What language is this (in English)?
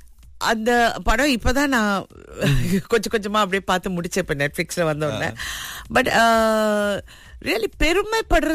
Tamil